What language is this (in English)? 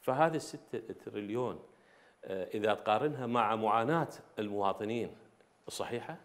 Mesopotamian Arabic